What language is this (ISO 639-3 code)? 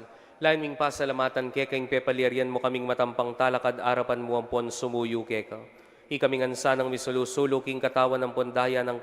pam